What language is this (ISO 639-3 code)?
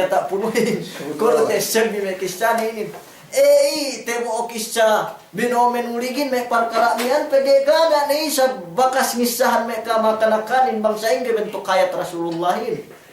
yka